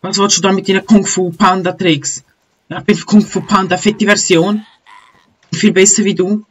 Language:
Swiss German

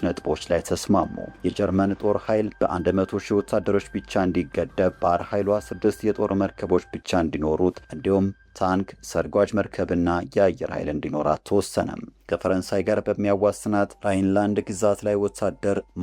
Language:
Amharic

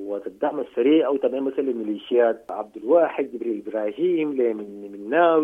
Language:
Sudanese Arabic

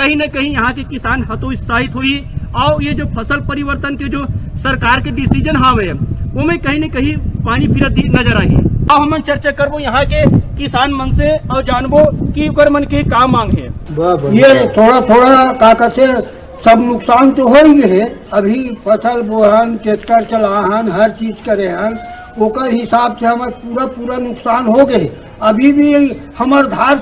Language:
Chhattisgarhi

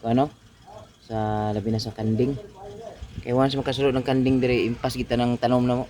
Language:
Cebuano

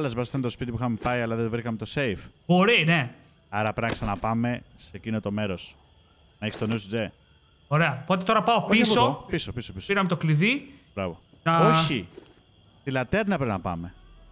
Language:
Greek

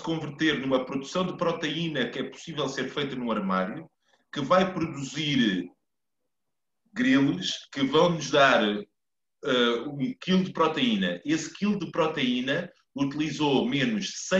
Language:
Portuguese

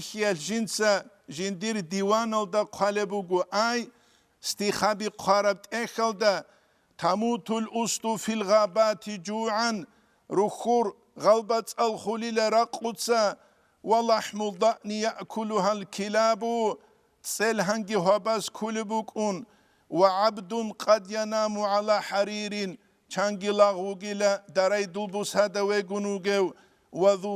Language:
Avaric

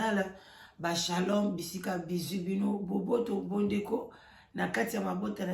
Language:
Lingala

